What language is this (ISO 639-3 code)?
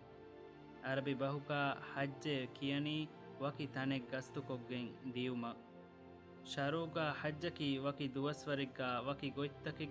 div